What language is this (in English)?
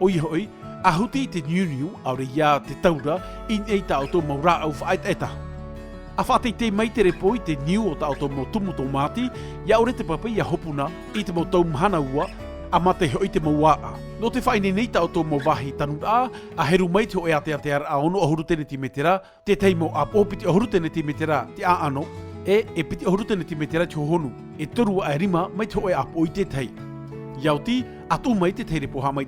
Tahitian